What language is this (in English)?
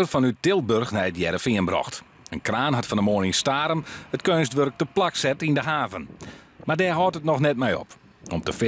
Western Frisian